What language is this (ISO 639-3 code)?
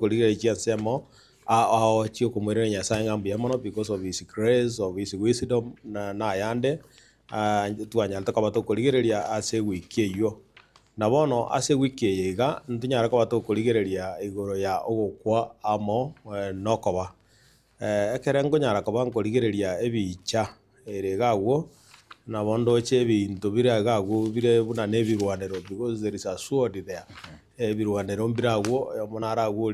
guz